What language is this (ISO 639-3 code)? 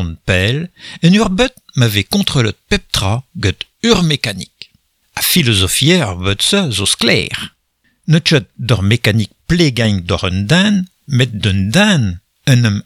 bre